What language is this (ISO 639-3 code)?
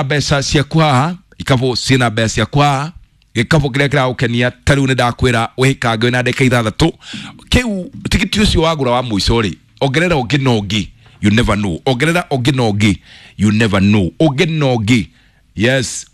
kik